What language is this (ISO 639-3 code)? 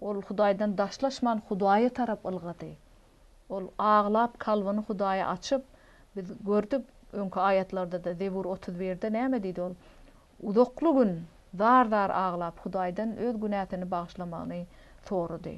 tuk